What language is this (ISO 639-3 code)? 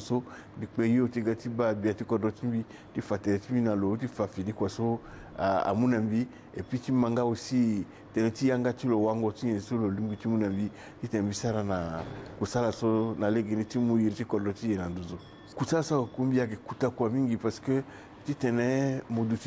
sag